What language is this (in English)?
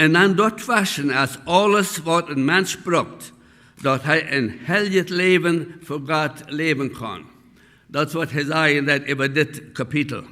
Plautdietsch